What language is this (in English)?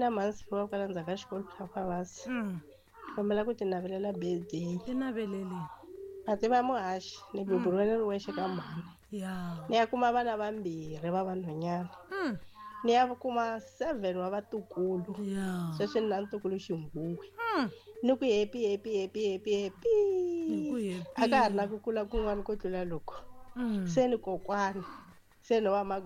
Tsonga